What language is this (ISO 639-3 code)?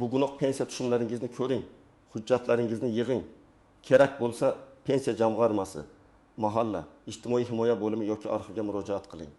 uzb